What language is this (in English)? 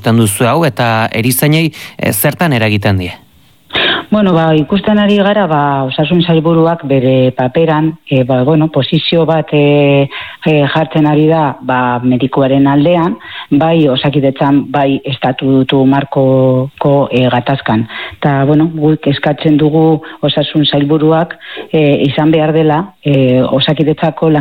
Basque